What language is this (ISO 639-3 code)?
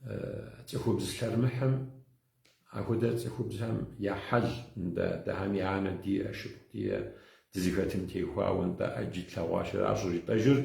kbd